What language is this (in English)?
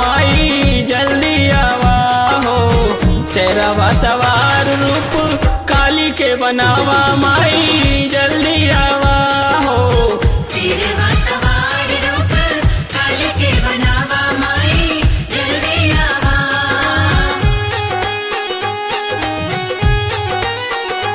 Bhojpuri